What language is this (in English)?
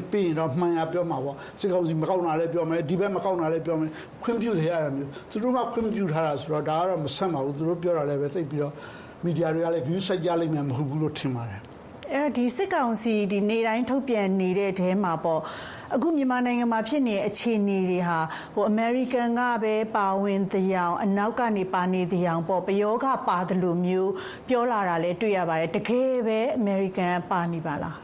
Burmese